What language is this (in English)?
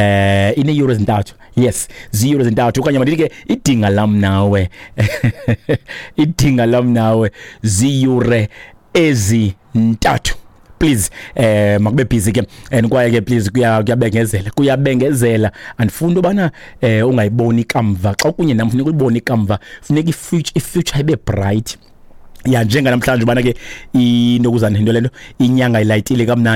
Xhosa